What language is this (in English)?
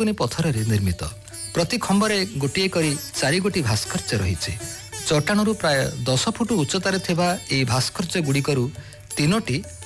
Odia